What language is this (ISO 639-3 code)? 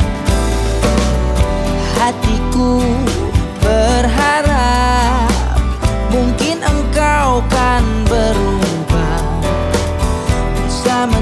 ind